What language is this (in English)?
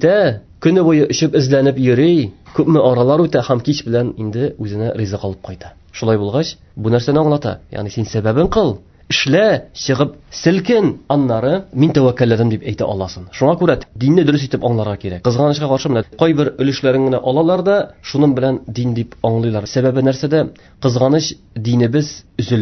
Tatar